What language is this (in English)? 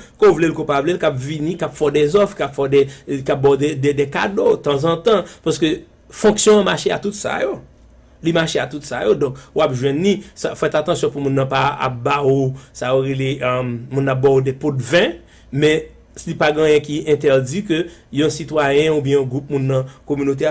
Haitian Creole